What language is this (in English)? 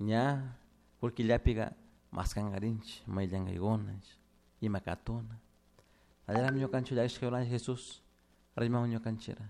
Chimborazo Highland Quichua